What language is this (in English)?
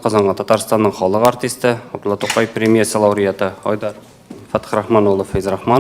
Tatar